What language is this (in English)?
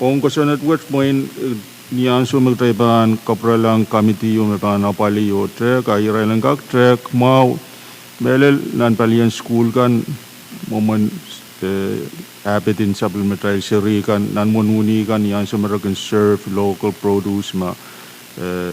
Pohnpeian